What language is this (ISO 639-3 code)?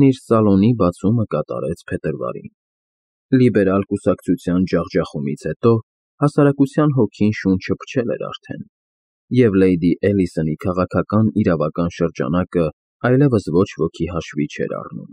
hye